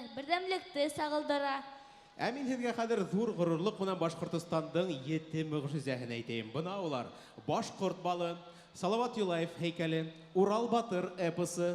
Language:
Bashkir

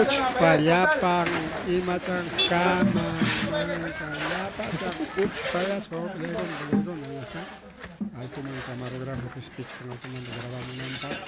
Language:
Ayacucho Quechua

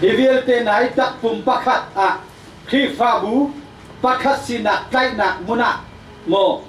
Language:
Hakha Chin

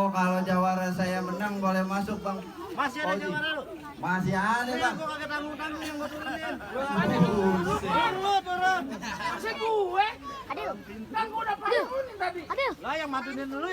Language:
Betawi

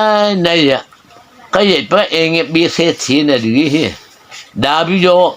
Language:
Mara Chin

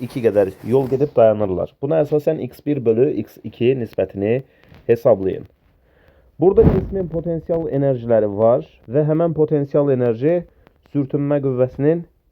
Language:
Azerbaijani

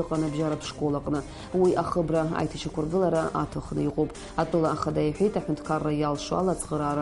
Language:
Abkhazian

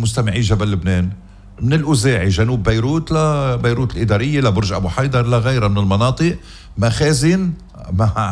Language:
North Levantine Arabic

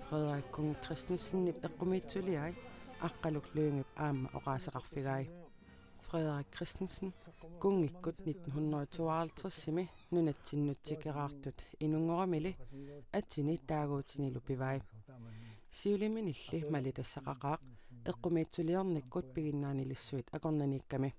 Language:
Kalaallisut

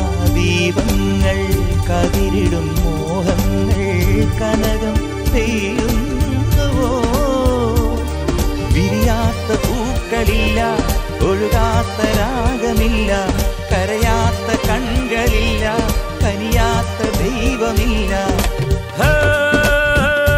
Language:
Malayalam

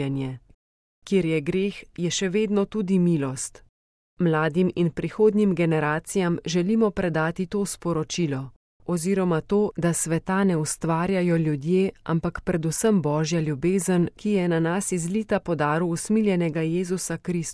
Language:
Slovenian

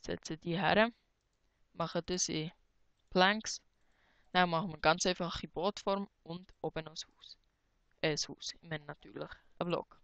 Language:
Swiss German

